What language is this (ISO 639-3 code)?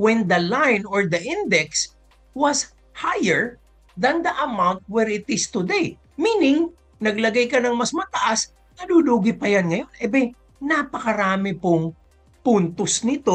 fil